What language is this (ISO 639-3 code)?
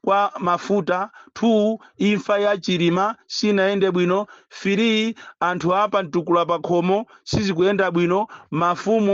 nya